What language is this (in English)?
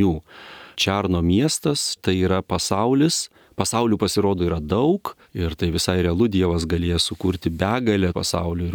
Lithuanian